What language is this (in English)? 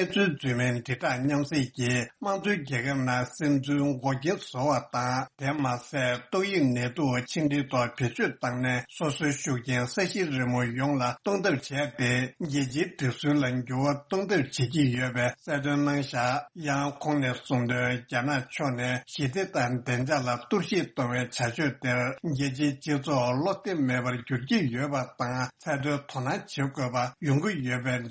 Tibetan